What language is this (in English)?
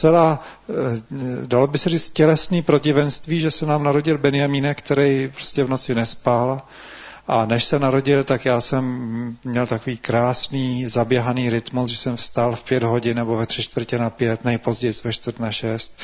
Czech